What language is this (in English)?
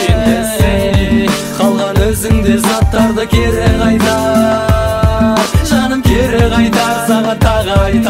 Kazakh